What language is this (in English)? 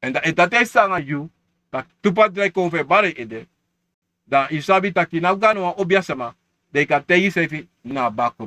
Sranan Tongo